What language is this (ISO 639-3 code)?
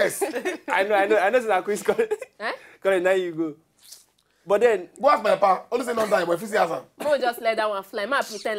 pcm